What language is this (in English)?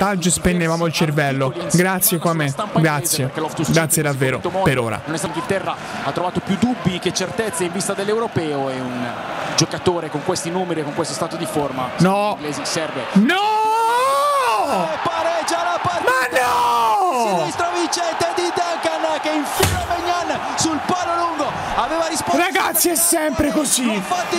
Italian